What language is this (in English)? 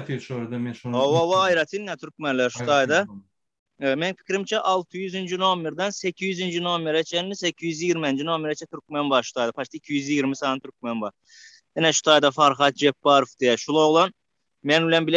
Turkmen